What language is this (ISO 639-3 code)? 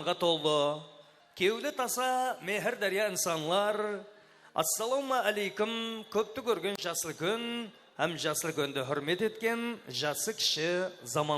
kaa